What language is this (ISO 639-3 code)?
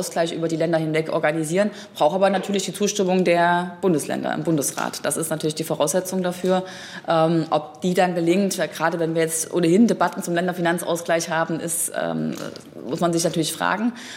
deu